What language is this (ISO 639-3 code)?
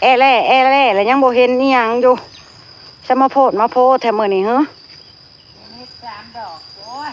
tts